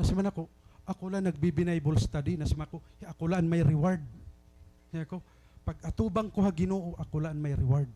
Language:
Waray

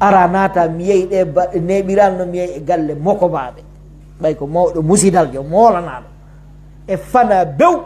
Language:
Pular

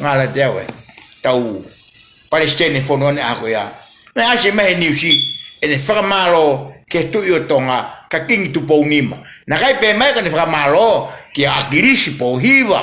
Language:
Tongan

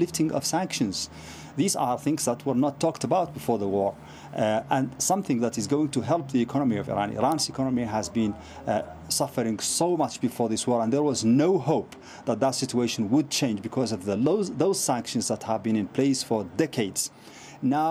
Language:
English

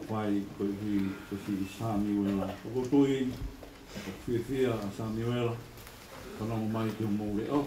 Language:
Tongan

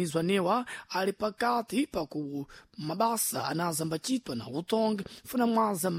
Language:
Sena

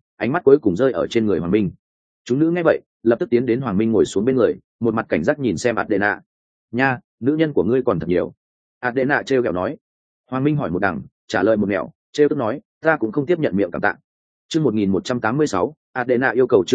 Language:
Vietnamese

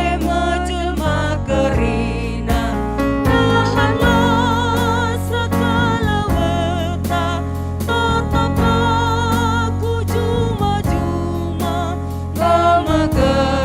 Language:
Batak Karo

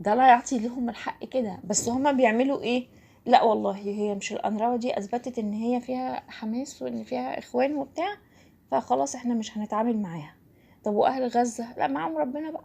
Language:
Egyptian Arabic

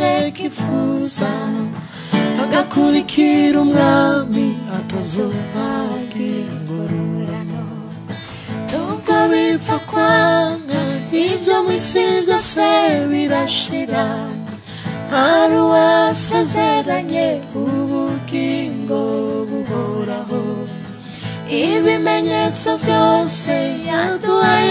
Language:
Rundi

